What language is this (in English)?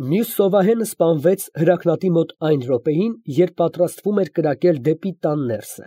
Armenian